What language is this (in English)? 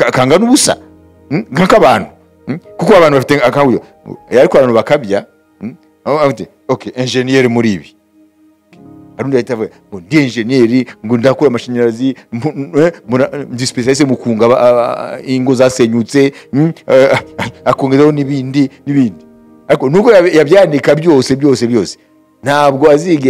Kinyarwanda